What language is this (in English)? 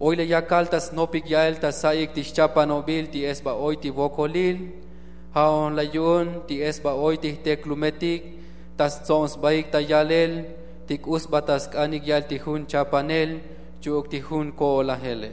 Tzotzil